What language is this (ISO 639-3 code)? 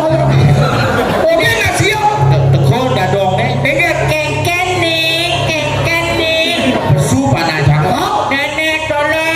ban